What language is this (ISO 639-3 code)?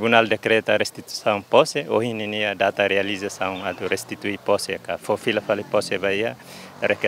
tet